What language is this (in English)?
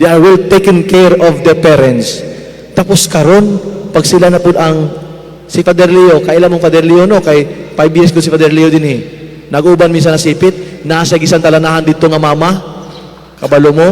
Cebuano